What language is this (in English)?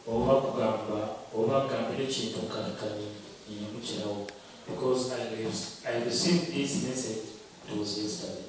Nyankole